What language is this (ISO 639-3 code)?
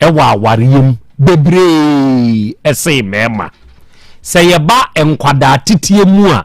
aka